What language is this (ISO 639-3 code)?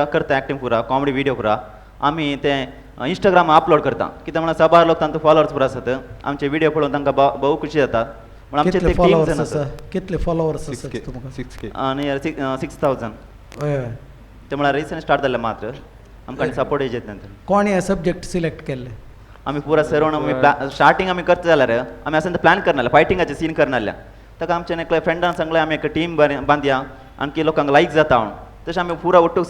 kok